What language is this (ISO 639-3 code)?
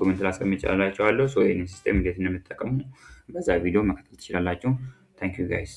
amh